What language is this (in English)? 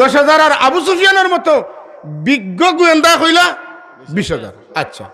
Sylheti